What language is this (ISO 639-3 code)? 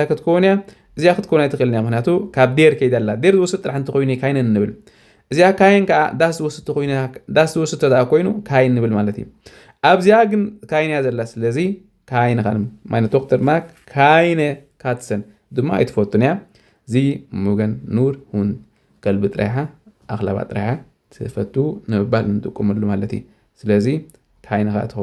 tir